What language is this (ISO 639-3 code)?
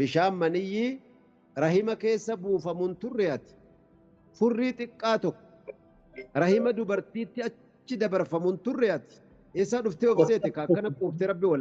orm